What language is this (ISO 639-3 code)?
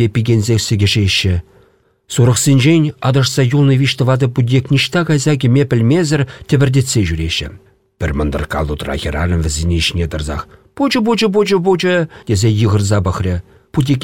chv